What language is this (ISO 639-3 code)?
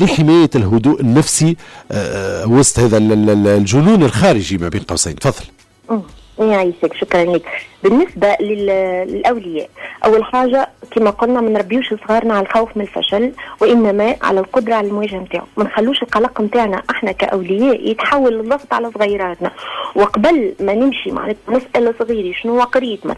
aeb